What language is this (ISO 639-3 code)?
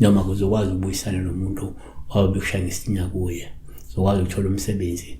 zul